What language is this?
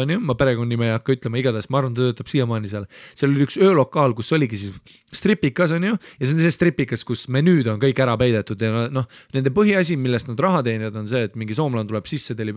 Estonian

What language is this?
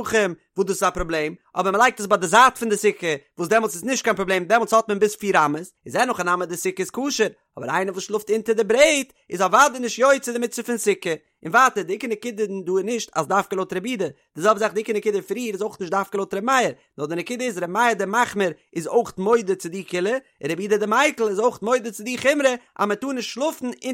Yiddish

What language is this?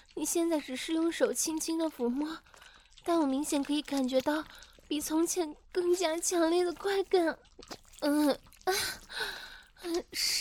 Chinese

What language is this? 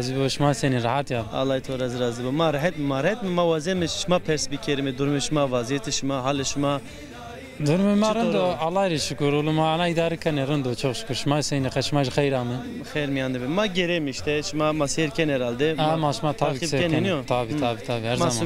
Zaza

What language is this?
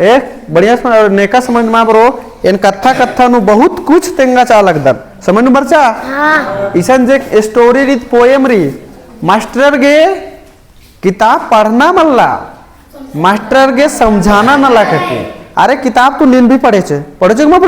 Kurukh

